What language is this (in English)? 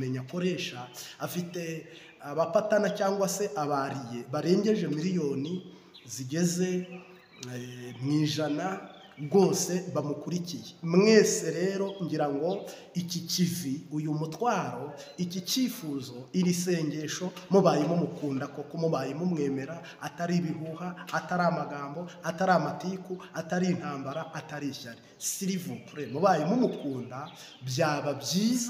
Kinyarwanda